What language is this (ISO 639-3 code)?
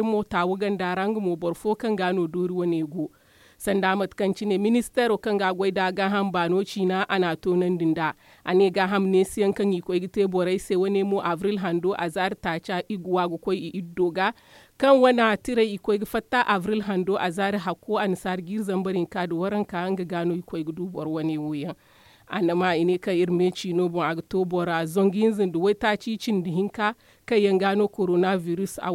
dje